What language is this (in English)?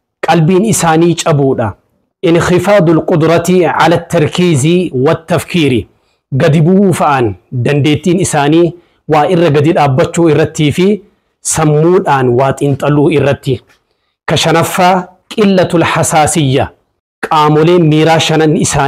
Oromo